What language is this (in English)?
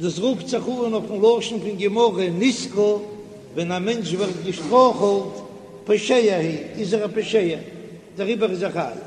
Yiddish